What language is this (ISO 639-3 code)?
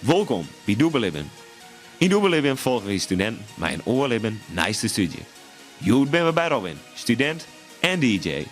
fry